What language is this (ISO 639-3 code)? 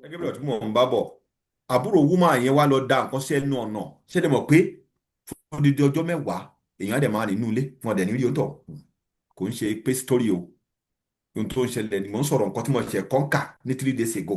yor